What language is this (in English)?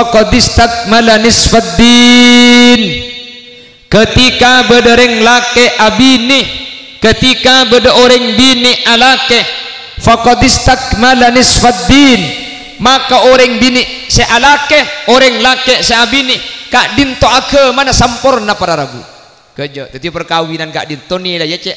Madurese